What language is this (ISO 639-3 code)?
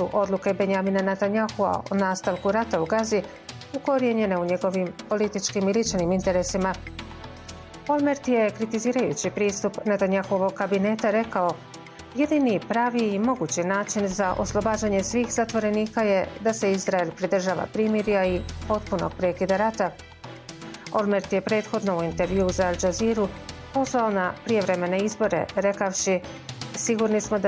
bos